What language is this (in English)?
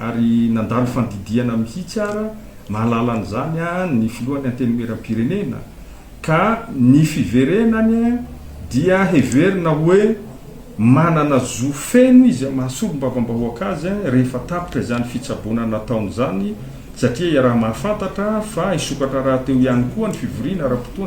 Malagasy